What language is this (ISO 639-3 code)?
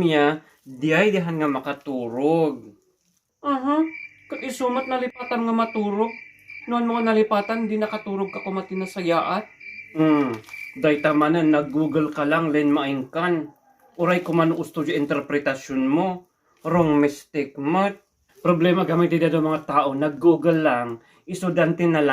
ilo